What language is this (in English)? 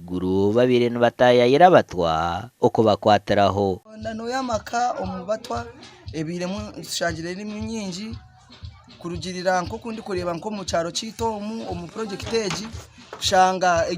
Nyankole